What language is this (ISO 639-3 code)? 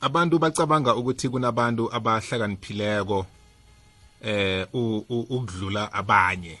nbl